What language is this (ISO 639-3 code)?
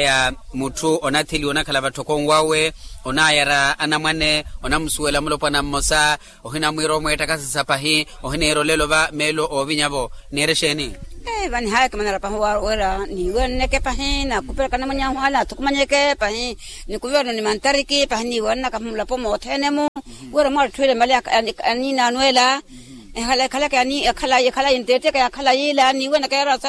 vmw